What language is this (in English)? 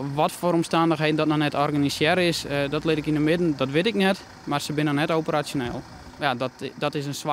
Western Frisian